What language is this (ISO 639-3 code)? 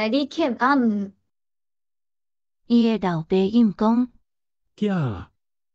nan